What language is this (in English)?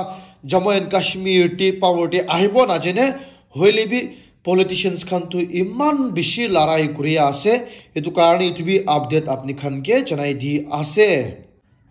Naga Pidgin